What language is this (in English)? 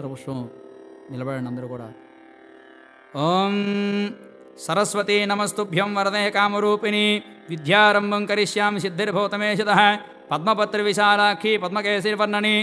Telugu